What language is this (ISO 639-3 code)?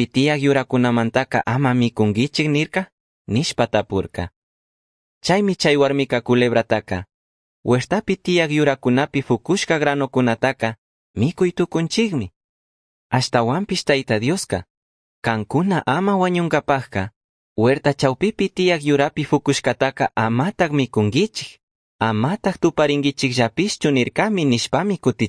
qug